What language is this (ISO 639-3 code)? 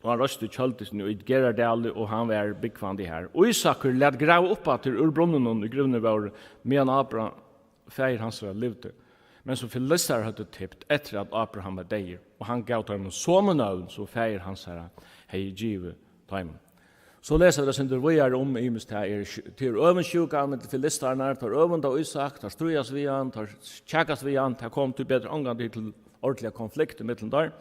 fao